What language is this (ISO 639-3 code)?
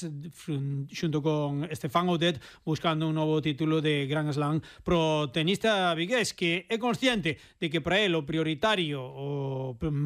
glg